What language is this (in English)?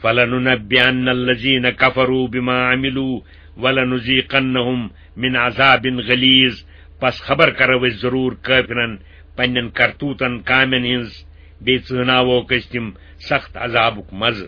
Kashmiri